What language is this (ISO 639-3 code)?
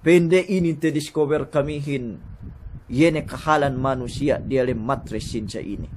yka